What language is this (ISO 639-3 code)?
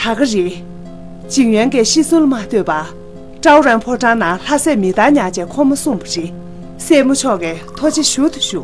bod